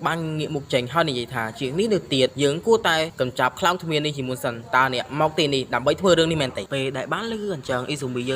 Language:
Khmer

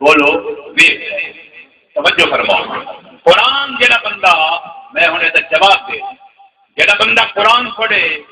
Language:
Saraiki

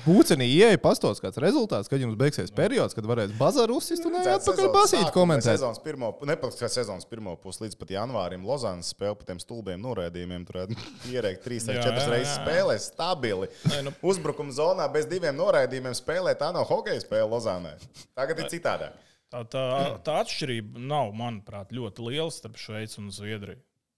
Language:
Latvian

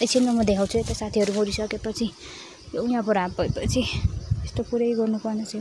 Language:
Nepali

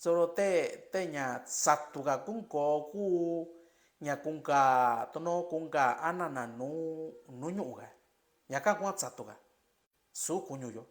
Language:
Mixtepec Mixtec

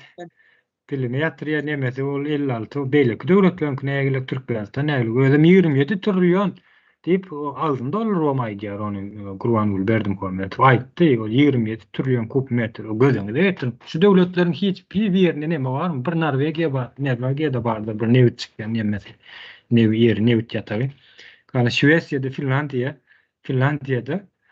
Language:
Turkmen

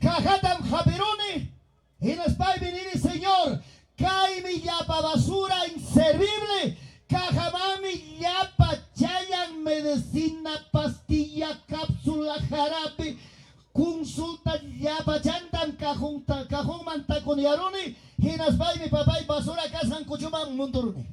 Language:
Ayacucho Quechua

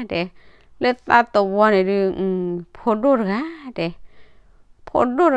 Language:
S'gaw Karen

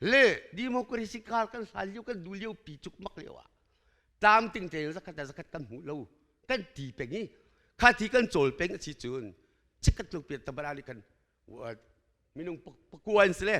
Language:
Hakha Chin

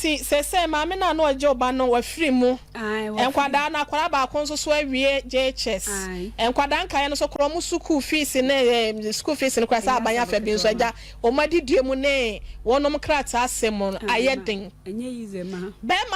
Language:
Akan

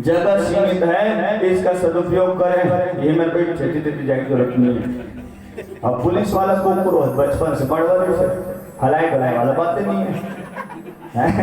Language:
Chhattisgarhi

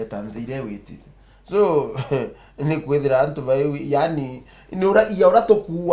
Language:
Meru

